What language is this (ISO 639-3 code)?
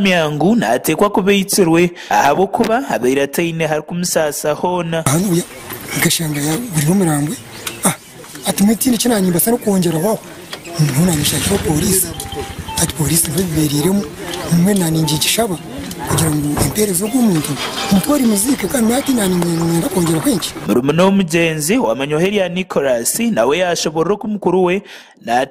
kin